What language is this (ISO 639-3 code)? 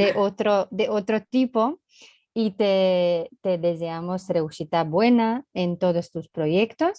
lad